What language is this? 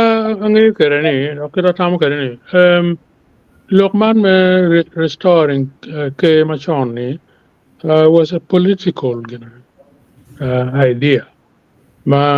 Acoli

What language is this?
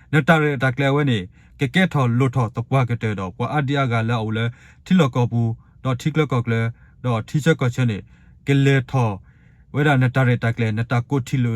S'gaw Karen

